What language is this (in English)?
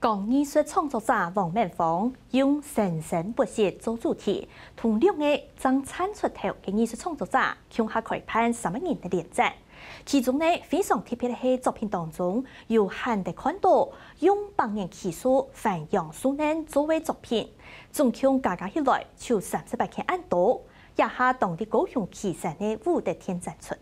Hakka Chinese